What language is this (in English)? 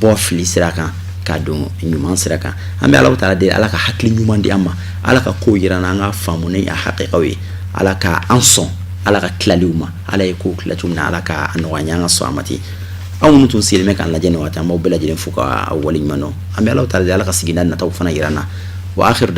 Bambara